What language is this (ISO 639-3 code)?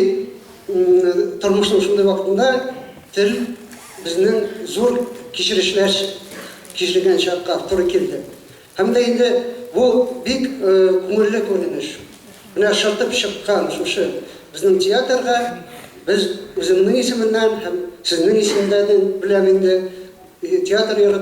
tat